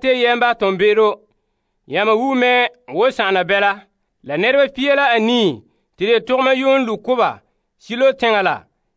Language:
Frafra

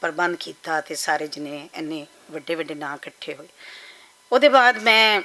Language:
Western Panjabi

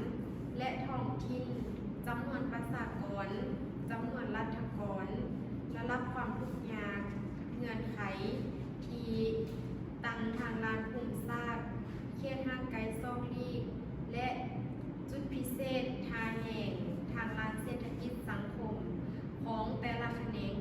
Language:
Lao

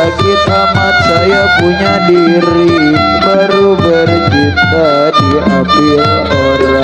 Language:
Betawi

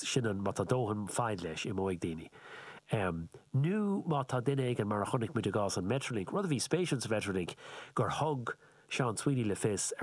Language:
Irish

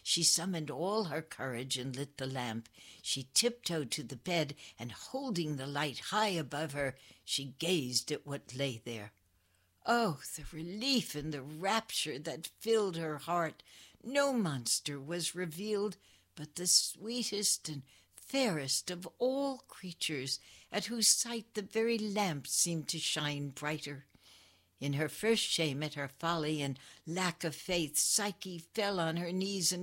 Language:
English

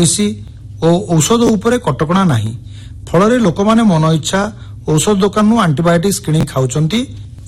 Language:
Odia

